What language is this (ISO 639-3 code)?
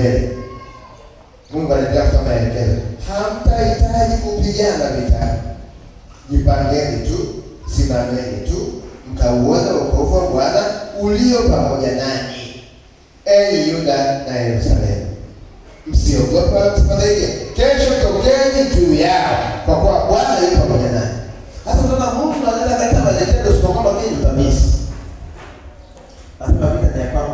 swa